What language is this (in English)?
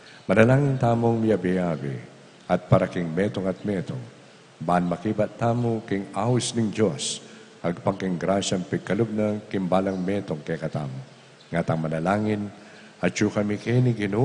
Pampanga